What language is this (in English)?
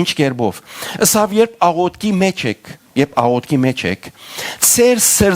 Western Armenian